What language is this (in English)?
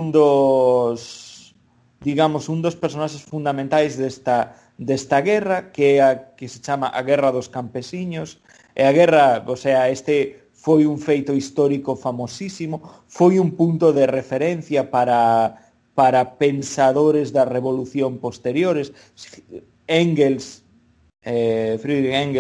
Galician